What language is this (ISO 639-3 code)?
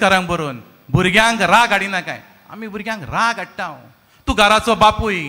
kok